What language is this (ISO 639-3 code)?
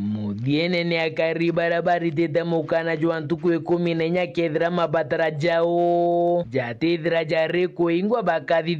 mer